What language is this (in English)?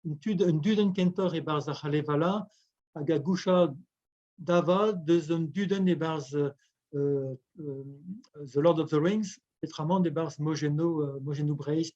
Breton